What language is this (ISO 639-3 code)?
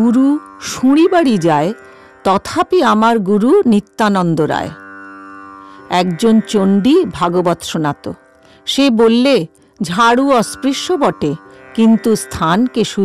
ben